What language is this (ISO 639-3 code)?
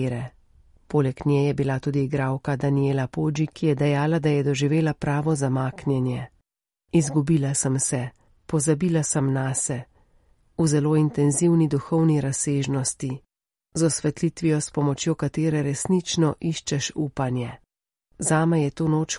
slv